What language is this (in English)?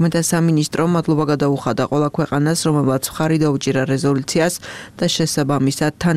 Georgian